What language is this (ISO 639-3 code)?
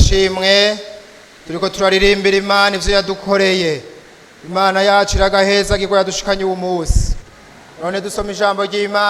run